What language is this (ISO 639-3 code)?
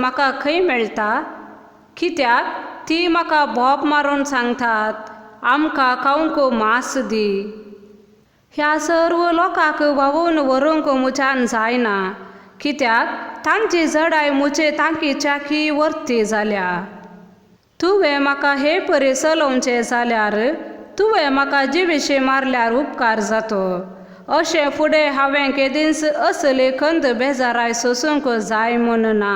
kok